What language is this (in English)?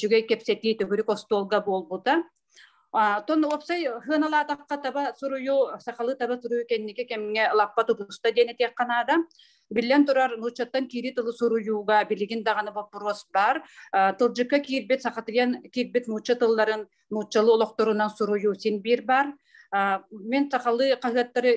Yakut